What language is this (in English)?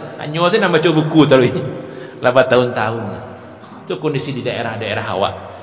Minangkabau